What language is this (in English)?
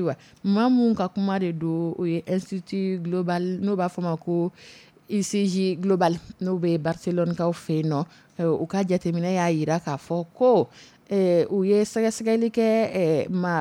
Dyula